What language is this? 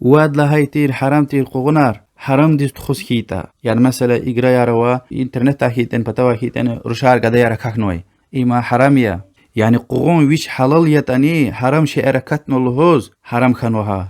Lezghian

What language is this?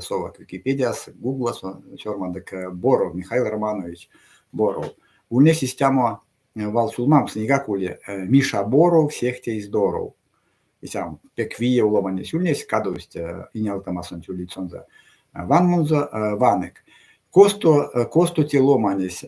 Erzya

